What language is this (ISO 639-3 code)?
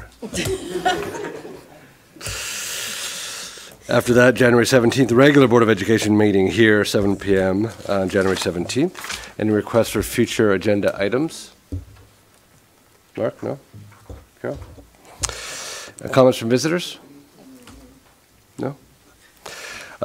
eng